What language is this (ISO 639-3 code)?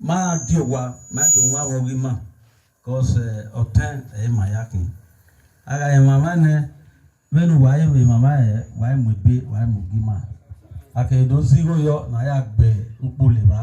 bin